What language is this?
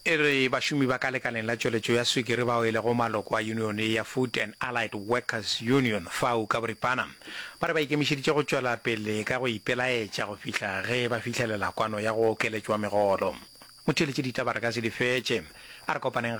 Northern Sotho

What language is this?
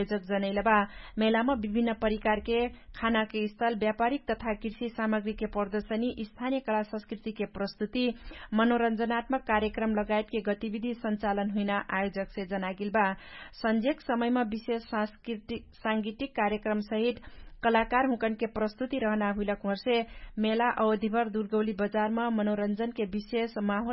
Dangaura Tharu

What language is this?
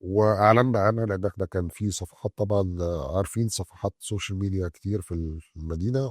Egyptian Arabic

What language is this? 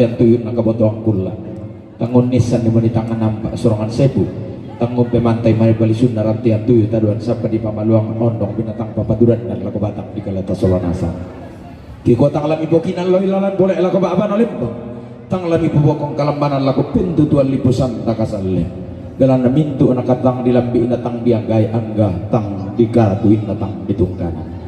Toraja-Sa'dan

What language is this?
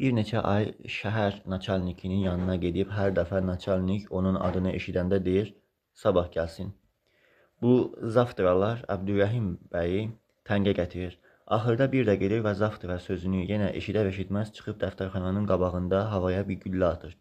Azerbaijani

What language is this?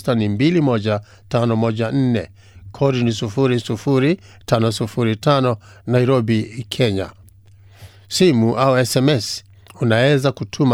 Swahili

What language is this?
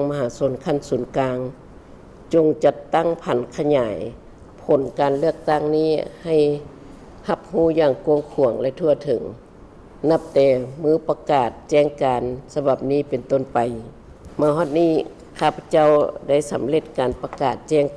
Lao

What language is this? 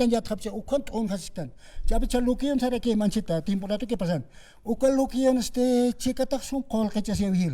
Aymara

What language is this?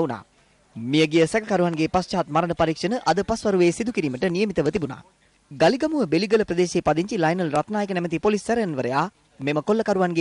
Sinhala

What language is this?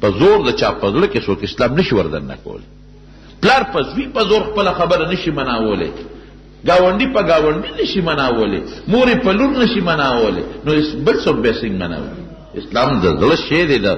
Pashto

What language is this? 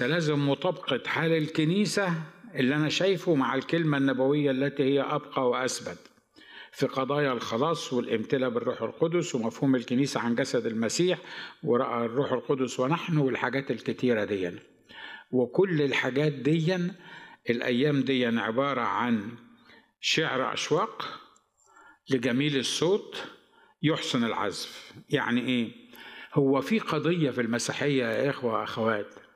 Egyptian Arabic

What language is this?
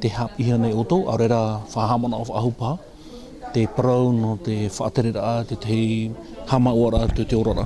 Tahitian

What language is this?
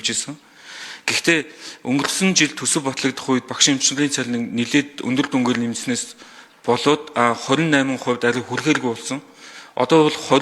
Mongolian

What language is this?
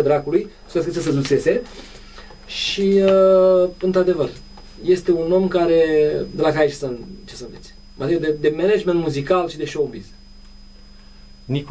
Romanian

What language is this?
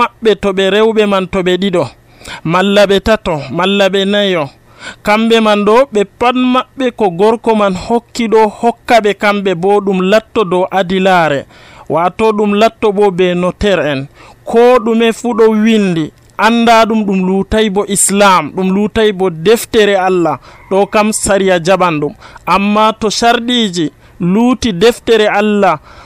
Nigerian Fulfulde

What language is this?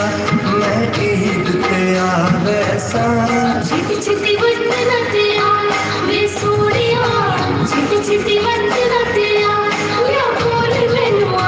Saraiki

